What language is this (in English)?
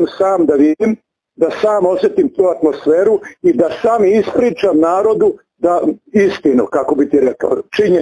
Serbian